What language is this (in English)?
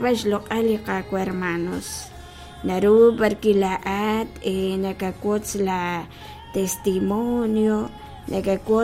Kekchí